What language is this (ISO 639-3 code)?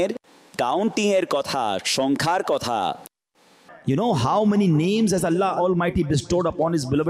ben